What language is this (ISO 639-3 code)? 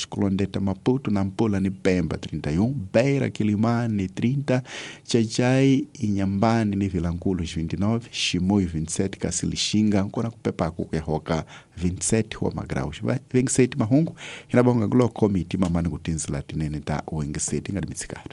tso